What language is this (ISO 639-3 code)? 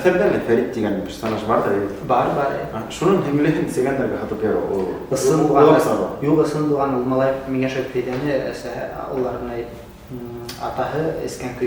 bak